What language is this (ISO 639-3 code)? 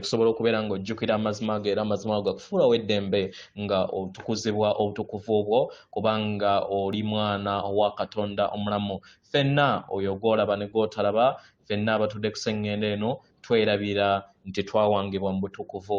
lug